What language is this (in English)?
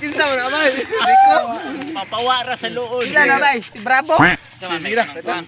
Cebuano